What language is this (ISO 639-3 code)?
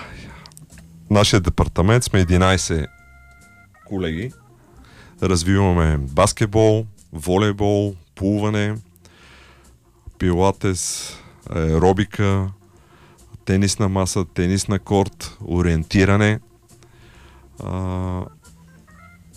bul